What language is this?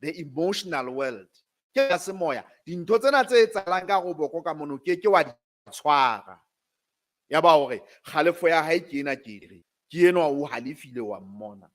Southern Sotho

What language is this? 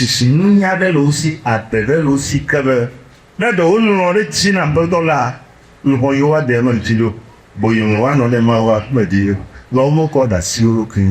Ewe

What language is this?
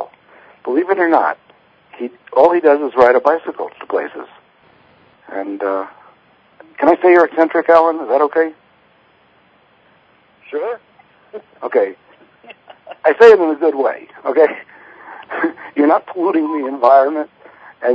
English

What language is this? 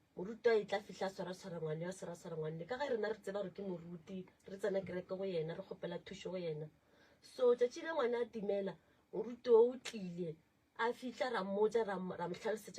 Northern Sotho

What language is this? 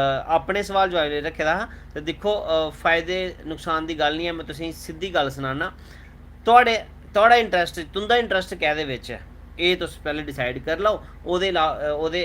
Dogri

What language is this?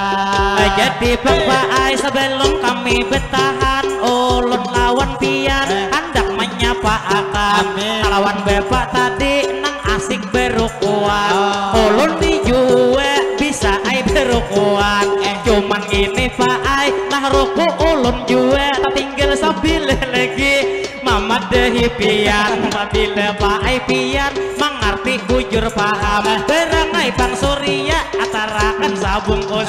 Banjar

